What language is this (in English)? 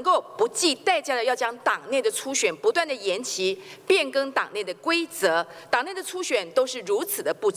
Chinese